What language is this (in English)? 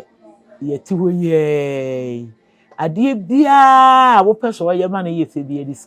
Akan